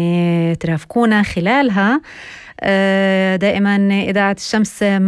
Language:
North Levantine Arabic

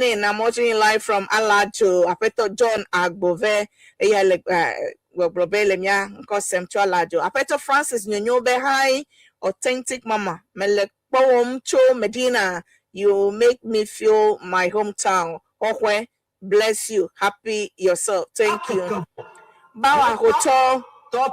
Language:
Ewe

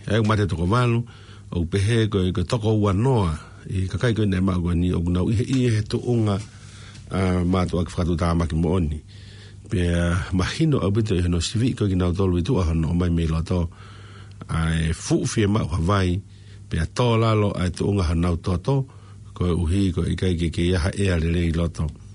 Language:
Tongan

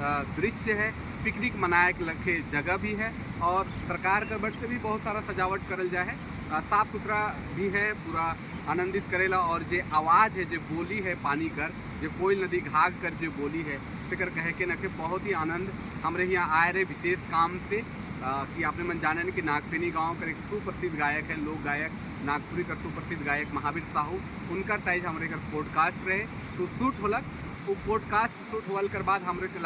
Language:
Sadri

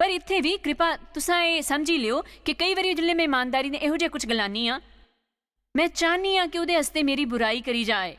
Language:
Dogri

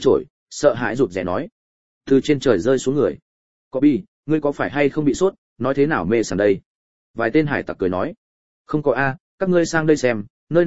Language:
Vietnamese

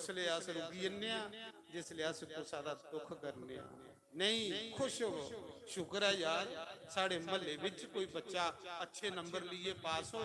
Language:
Dogri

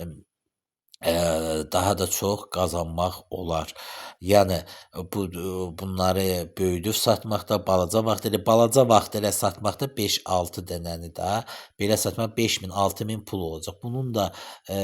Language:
Azerbaijani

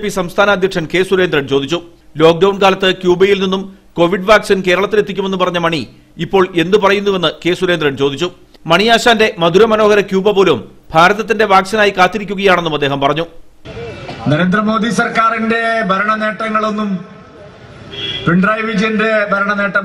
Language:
Malayalam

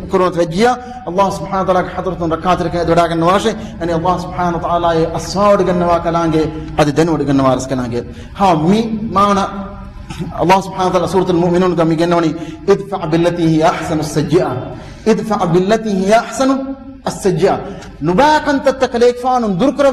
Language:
Divehi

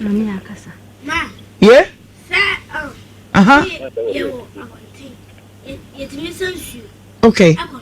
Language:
Akan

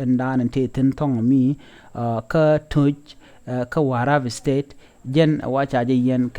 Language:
Nuer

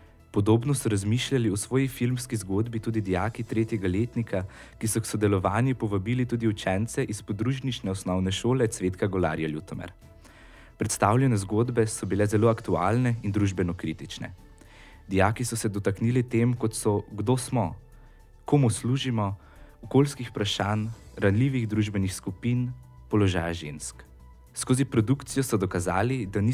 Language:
Slovenian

